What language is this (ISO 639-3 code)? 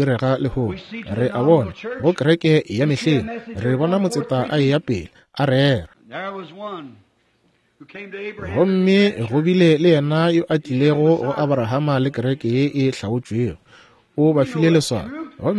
nso